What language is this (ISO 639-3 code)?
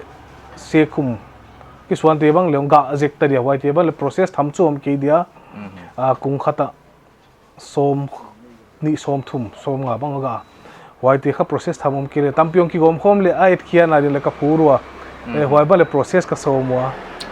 pck